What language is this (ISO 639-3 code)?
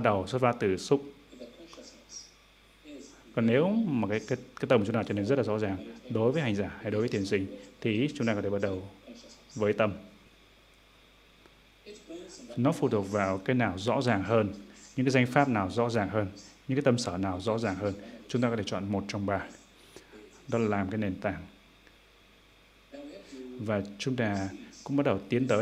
vie